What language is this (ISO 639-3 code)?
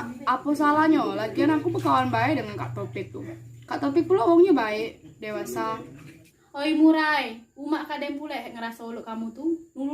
mui